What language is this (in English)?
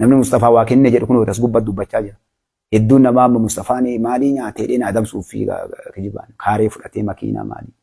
Oromo